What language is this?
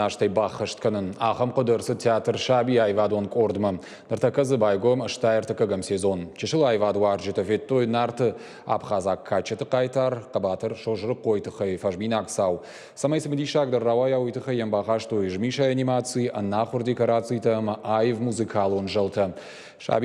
Ossetic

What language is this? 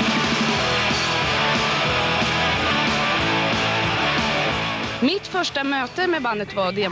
Swedish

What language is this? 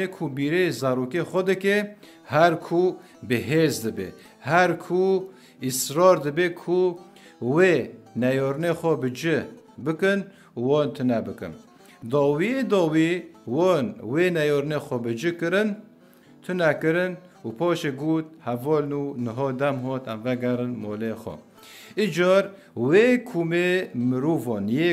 Kurdish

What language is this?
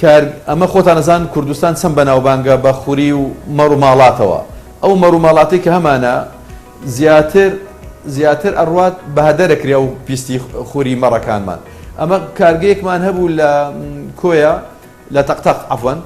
Central Kurdish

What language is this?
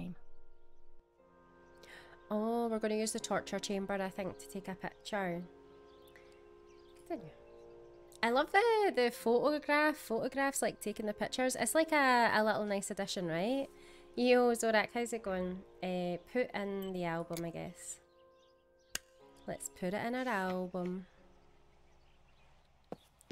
English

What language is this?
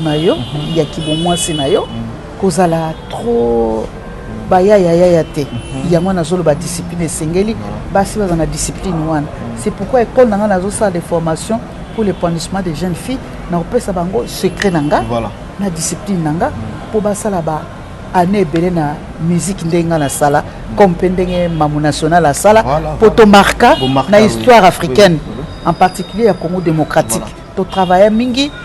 Lingala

